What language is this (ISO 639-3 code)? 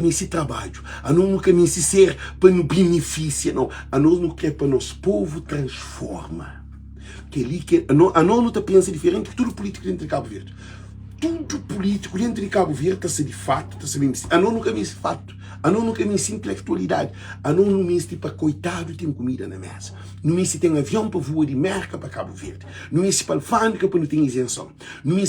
kea